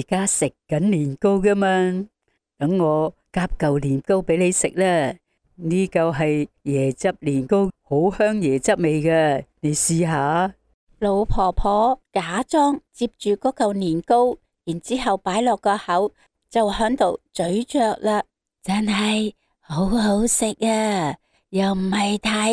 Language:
Cantonese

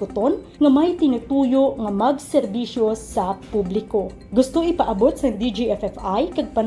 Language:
Hiligaynon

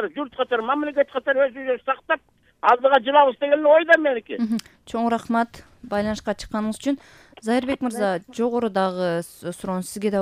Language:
Kyrgyz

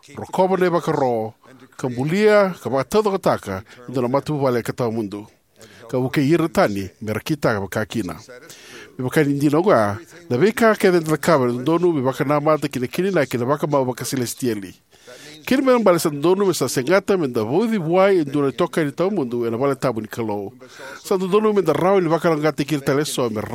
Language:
Fijian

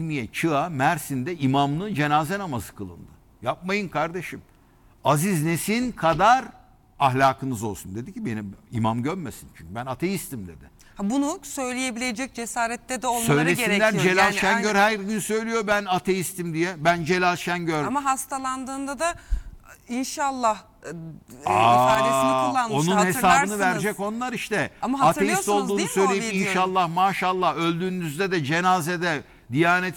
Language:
Turkish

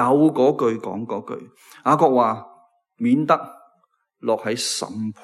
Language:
Cantonese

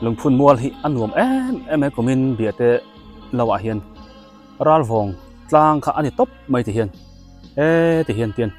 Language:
Biete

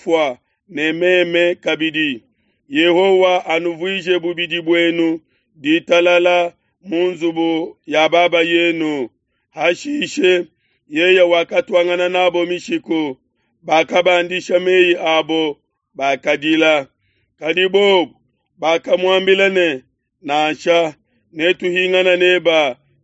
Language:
Luba-Lulua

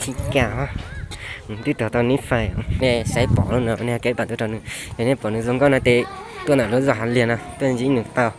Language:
Hmong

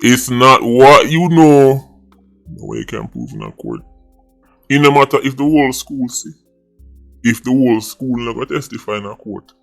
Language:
Jamaican Creole English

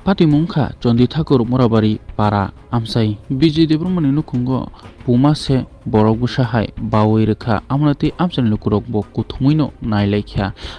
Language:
Kok Borok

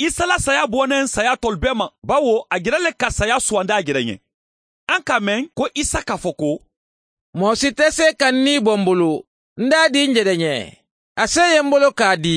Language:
Mandingo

